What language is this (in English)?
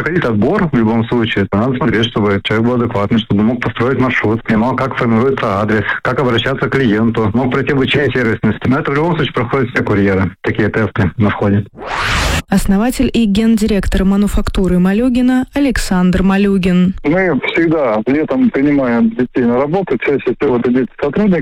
Russian